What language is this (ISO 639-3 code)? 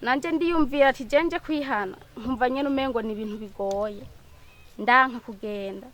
run